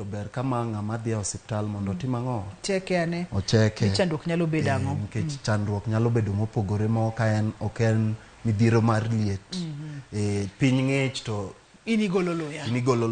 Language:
Luo (Kenya and Tanzania)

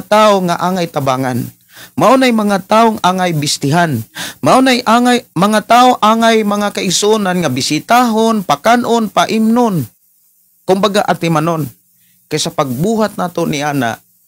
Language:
Cebuano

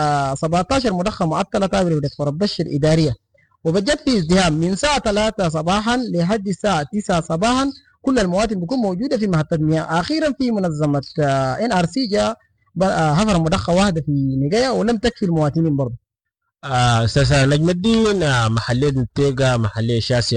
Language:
Sudanese Arabic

